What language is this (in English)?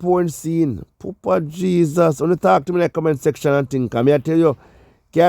Jamaican Creole English